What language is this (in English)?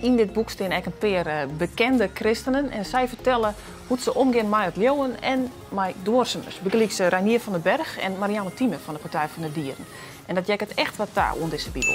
Western Frisian